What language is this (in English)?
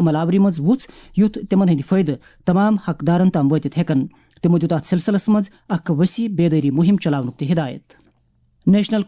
Kashmiri